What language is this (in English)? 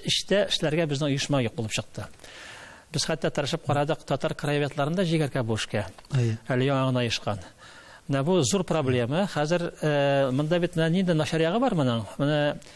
Tatar